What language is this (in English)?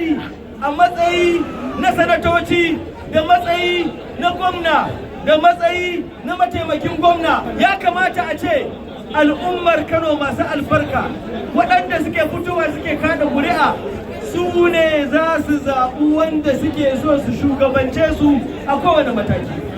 Hausa